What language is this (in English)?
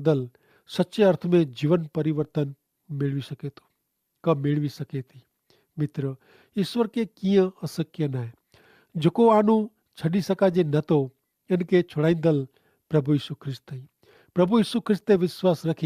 Kachhi